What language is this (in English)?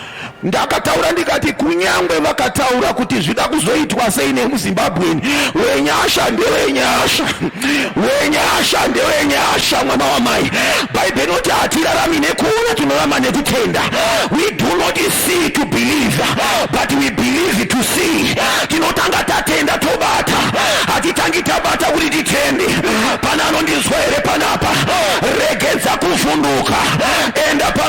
Shona